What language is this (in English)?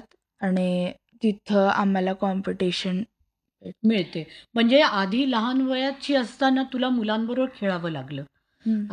Marathi